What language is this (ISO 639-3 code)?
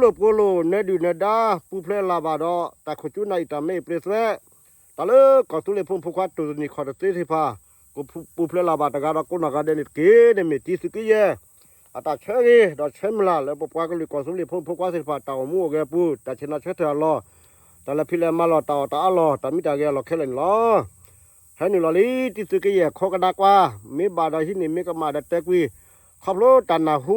ksw